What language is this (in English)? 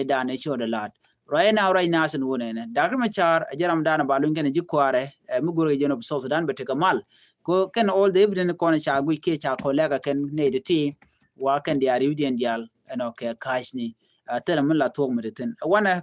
Nuer